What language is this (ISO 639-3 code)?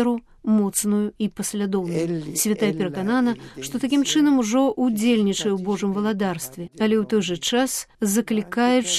bel